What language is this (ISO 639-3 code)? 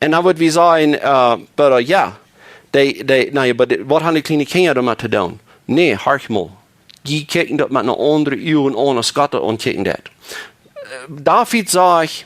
pdt